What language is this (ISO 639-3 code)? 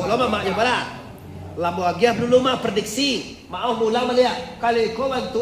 min